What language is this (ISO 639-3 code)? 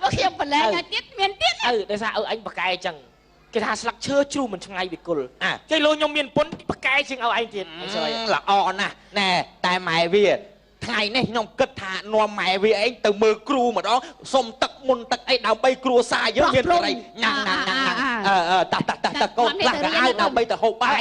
khm